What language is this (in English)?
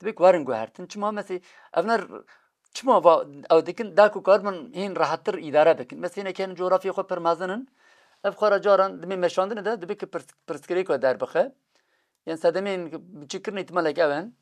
Kurdish